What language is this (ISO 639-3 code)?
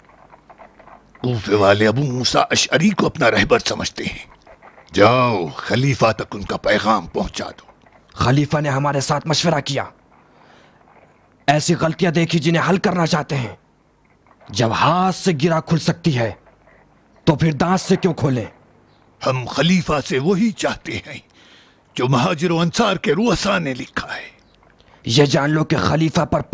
urd